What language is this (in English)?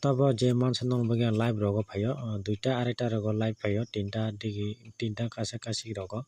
Kok Borok